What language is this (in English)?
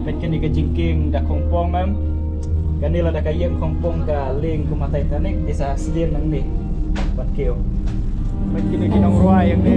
Khasi